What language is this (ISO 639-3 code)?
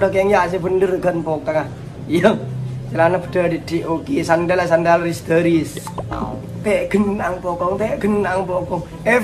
mad